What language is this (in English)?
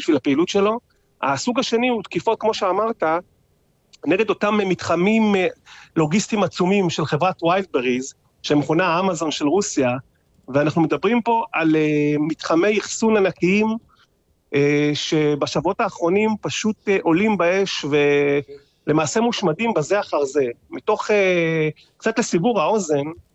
Hebrew